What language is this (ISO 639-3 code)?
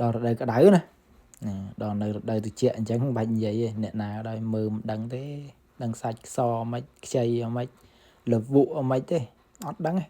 khm